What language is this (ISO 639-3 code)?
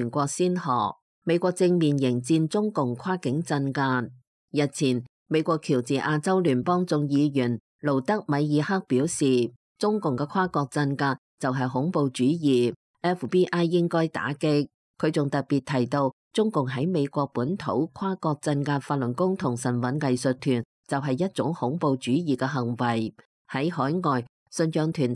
yue